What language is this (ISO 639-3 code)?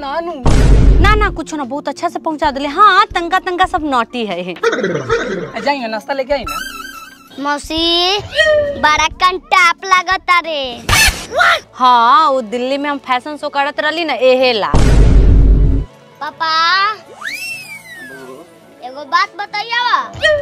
bho